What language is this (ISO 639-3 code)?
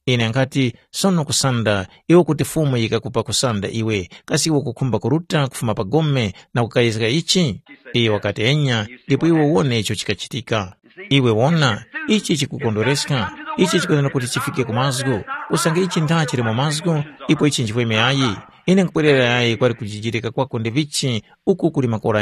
tum